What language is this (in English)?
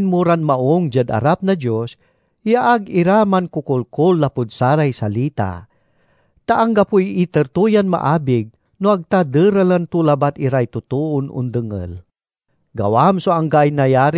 Pangasinan